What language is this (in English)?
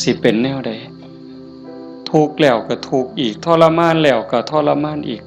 Northeastern Thai